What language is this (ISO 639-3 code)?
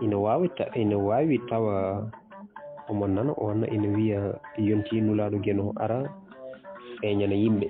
ful